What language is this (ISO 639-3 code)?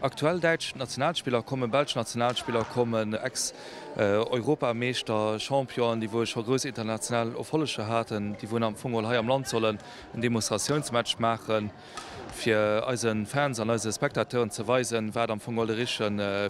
ltz